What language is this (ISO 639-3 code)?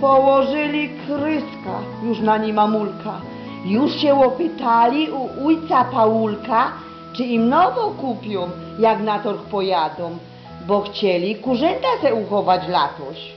szl